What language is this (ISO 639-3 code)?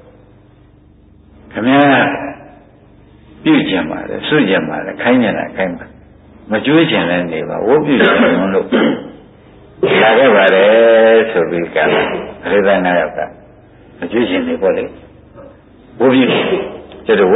mya